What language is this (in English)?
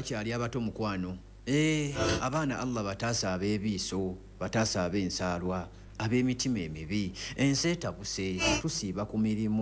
Ganda